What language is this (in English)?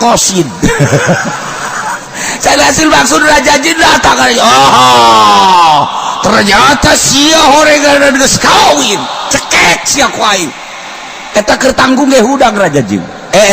Sundanese